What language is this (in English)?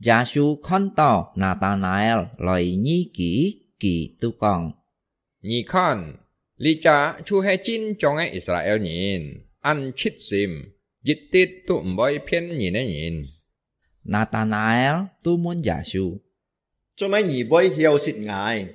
Hakka Chinese